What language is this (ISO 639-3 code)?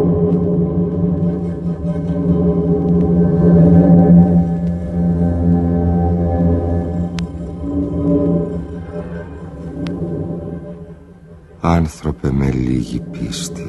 ell